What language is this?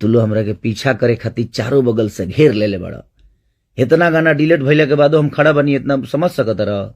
Bhojpuri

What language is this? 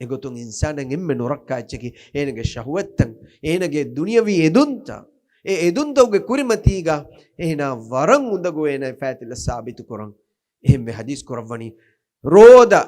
Divehi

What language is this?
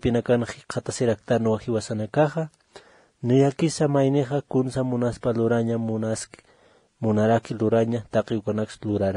Aymara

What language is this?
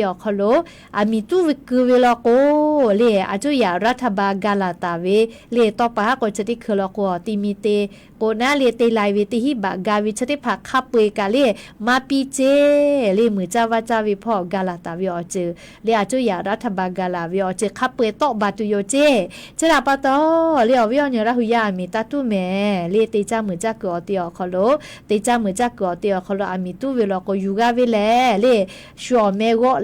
Lahu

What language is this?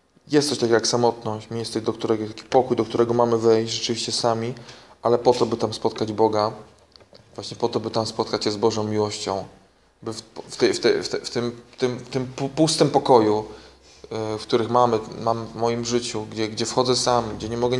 Polish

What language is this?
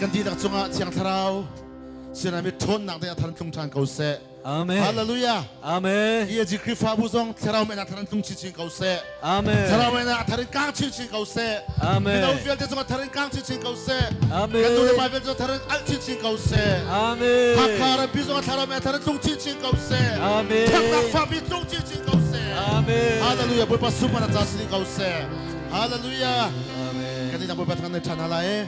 Hakha Chin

